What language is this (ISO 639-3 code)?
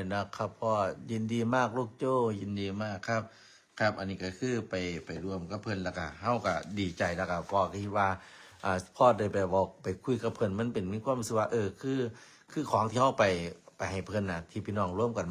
tts